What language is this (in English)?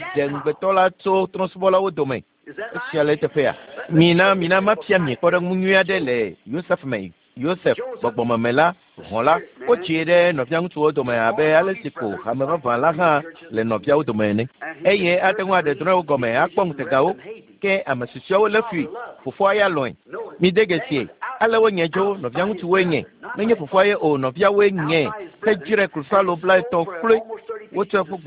Ewe